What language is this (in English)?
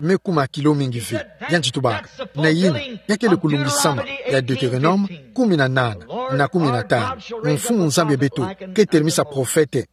Kituba (Democratic Republic of Congo)